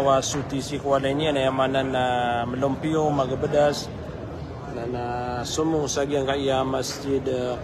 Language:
Maranao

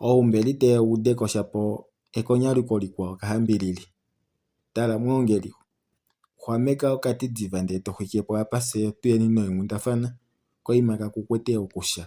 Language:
Kuanyama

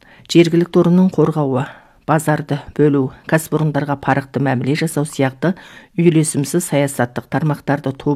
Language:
Kazakh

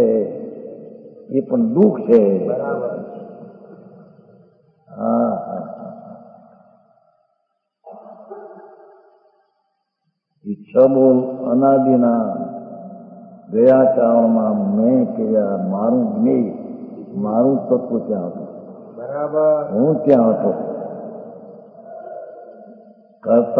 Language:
Gujarati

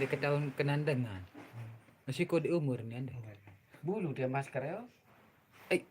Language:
Sasak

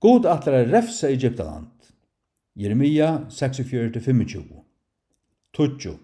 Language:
Faroese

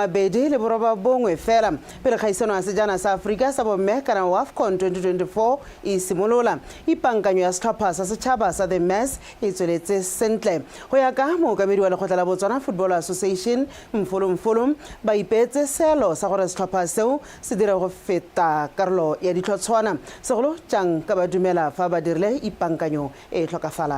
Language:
Tswana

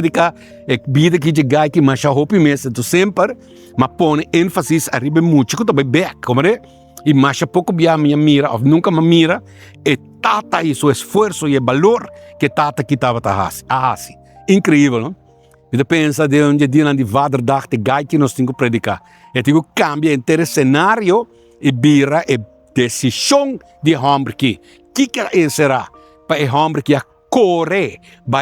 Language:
Papiamento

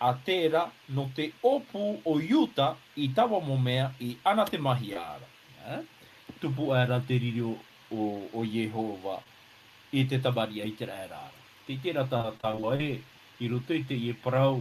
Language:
Tahitian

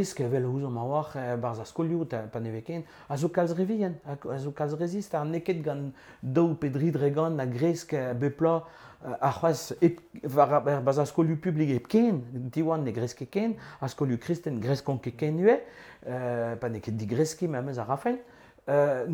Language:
Breton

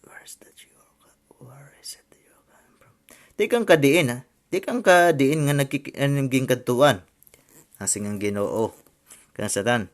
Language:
Waray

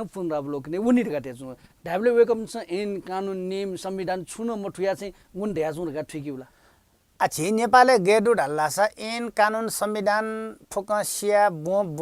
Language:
Newari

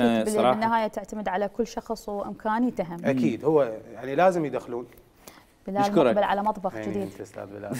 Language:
Mesopotamian Arabic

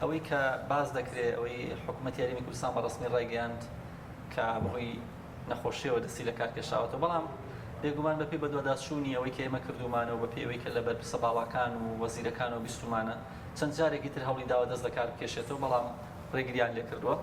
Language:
Central Kurdish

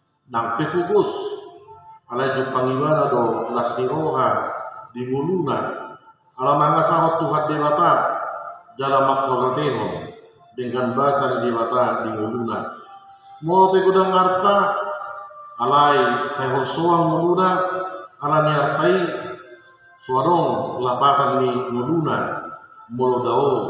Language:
Batak Toba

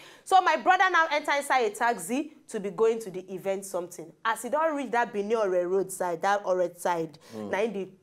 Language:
Nigerian Pidgin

